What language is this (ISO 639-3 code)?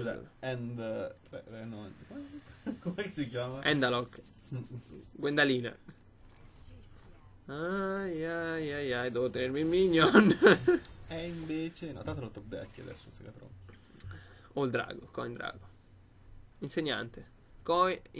ita